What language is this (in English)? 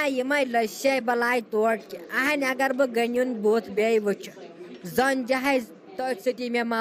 Kashmiri